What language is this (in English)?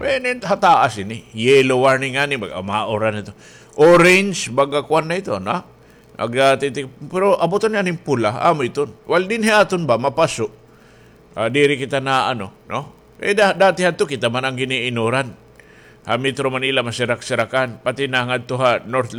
Waray